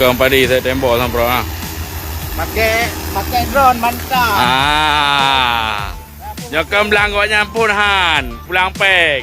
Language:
Achinese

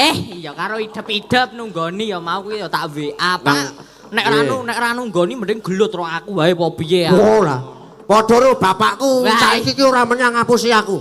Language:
Javanese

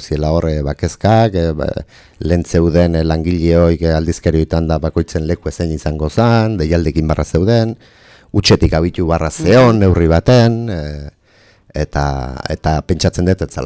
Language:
Basque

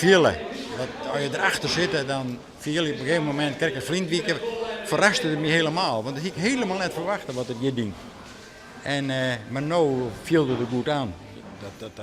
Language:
Western Frisian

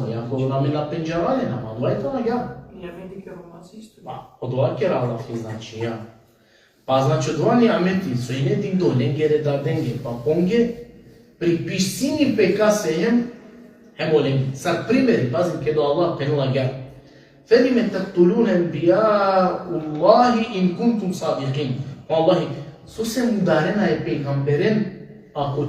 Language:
Balkan Romani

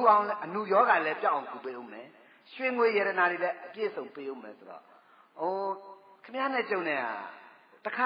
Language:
Burmese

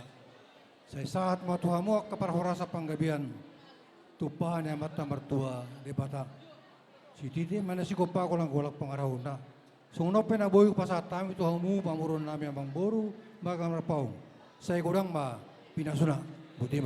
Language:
Batak Toba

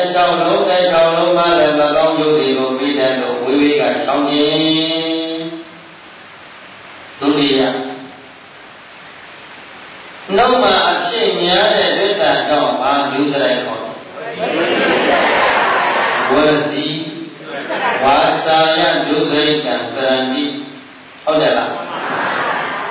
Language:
Burmese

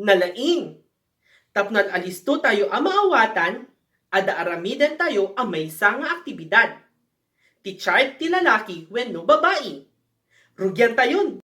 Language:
Iloko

